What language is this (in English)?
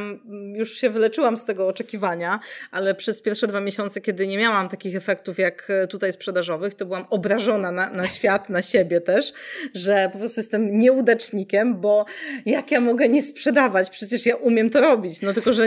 Polish